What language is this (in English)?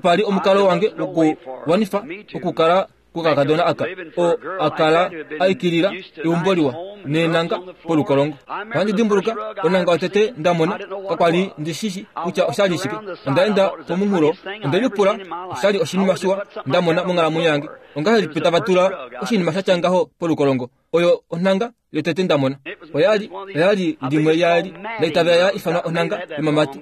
Kuanyama